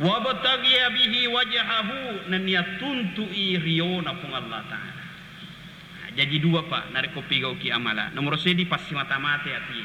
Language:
Buginese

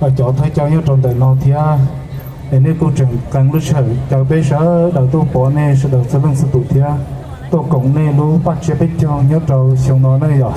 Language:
Hmong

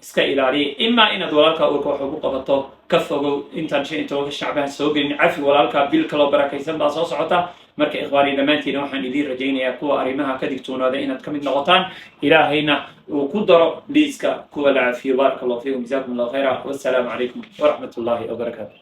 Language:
Somali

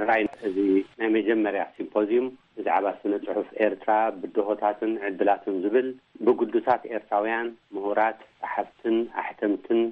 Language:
Tigrinya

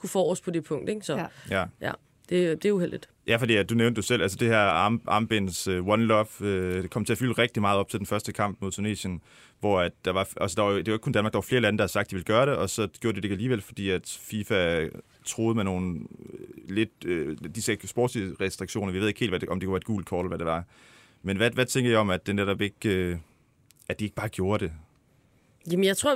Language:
Danish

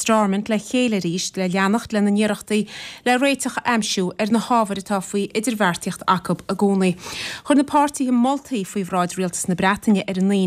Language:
Irish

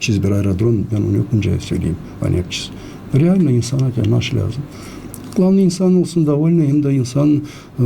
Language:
Gagauz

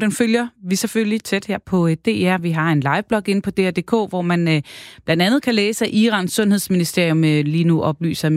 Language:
Danish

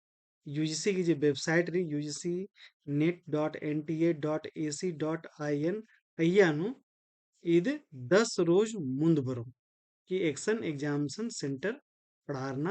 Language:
Kurukh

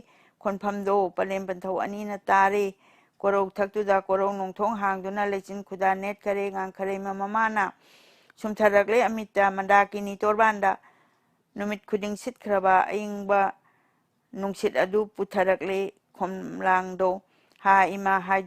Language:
Manipuri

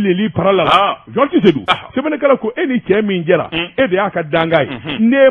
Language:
Bambara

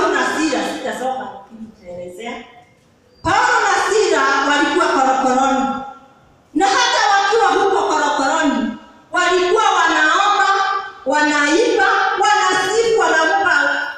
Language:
Swahili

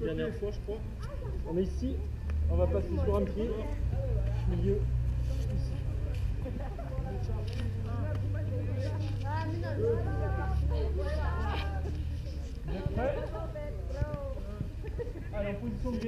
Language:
French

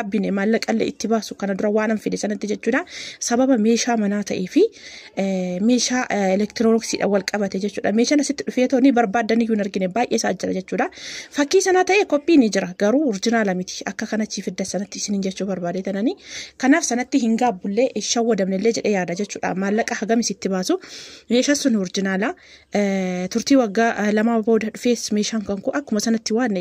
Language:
Oromo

